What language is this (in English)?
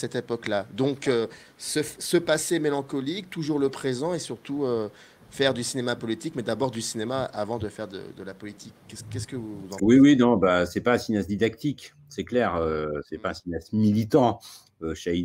French